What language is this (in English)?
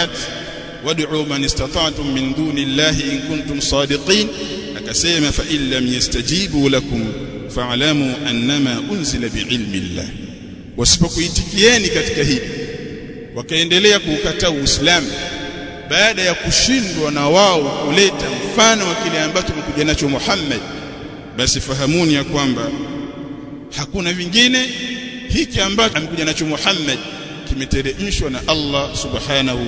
Swahili